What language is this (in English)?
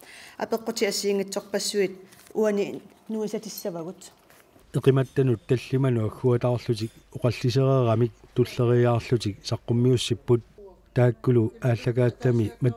Kalaallisut